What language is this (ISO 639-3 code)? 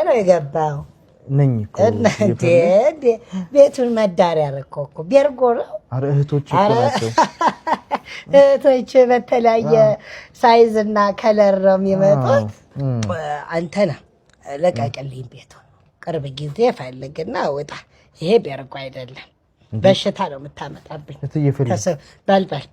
amh